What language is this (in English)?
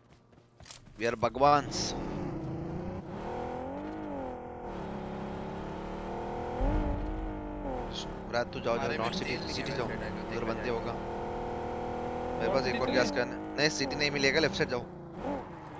Hindi